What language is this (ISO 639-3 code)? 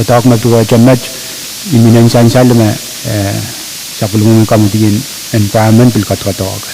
pon